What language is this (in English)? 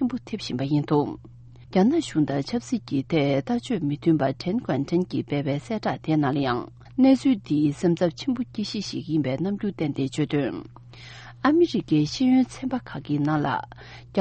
Tibetan